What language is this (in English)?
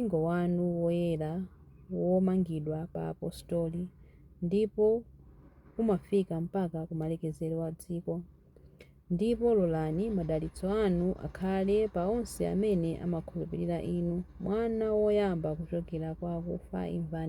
Nyanja